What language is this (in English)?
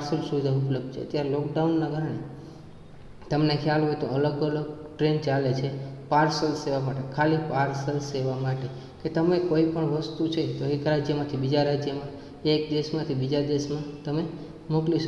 Gujarati